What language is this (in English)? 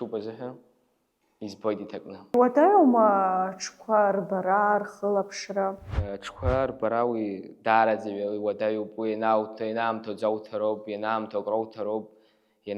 Abkhazian